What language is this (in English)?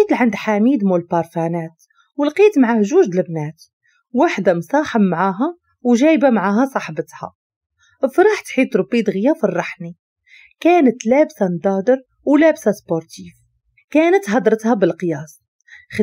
Moroccan Arabic